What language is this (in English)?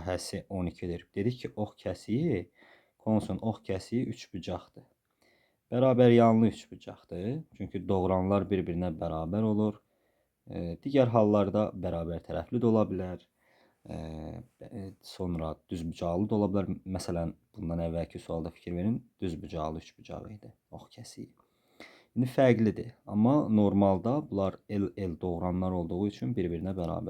Azerbaijani